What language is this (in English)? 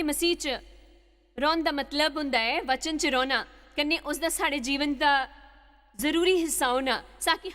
Dogri